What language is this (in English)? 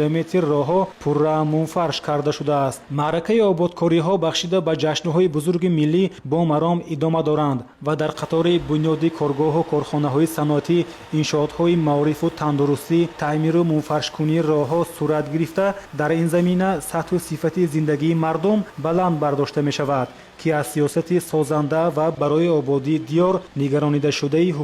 Tajik